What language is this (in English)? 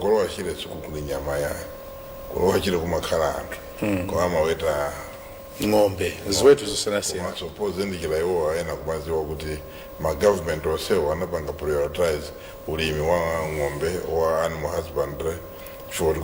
Nyanja